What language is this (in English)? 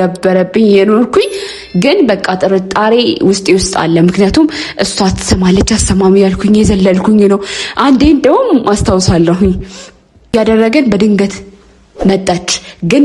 Amharic